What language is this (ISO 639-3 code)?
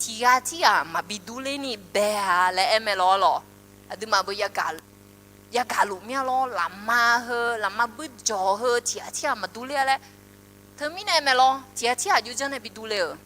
ahk